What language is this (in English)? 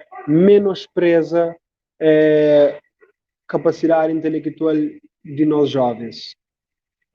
Kabuverdianu